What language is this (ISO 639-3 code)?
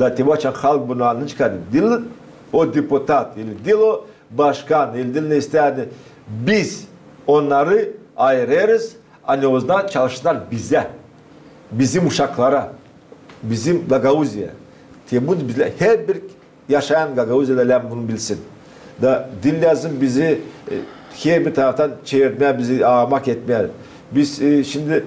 gag